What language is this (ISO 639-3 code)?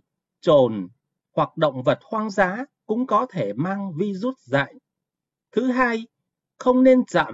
vie